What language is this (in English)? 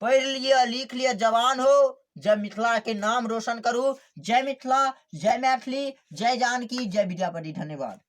Maithili